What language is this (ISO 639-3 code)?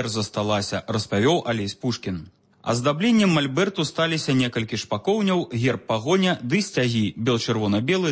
bel